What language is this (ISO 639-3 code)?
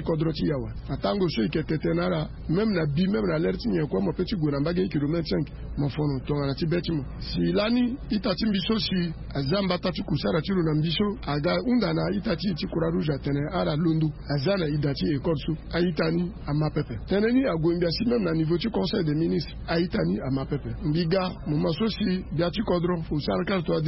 sag